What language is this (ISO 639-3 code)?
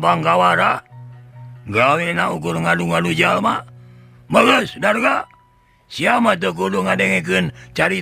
sun